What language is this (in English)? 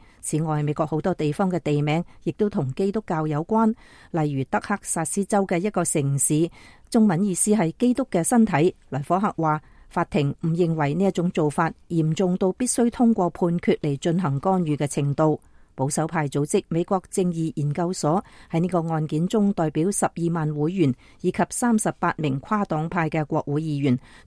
Cantonese